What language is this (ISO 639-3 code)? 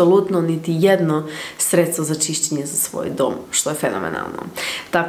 hrv